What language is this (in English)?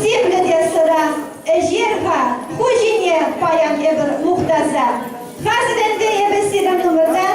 Chuvash